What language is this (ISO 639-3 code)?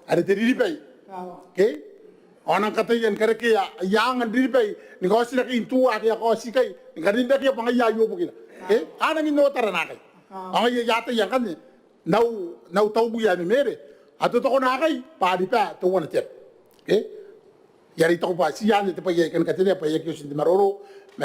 gil